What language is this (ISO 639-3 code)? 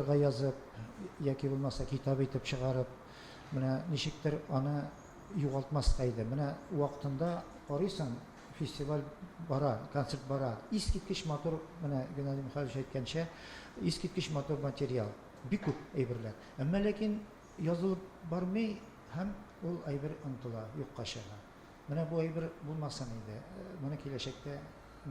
tat